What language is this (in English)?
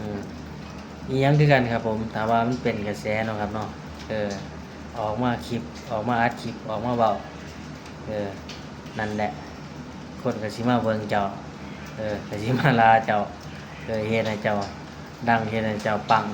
Lao